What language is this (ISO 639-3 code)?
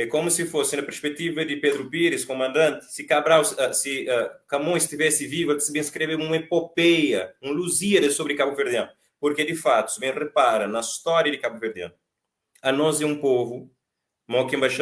kea